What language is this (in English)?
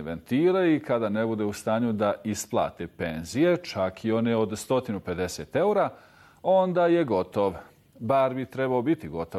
Bosnian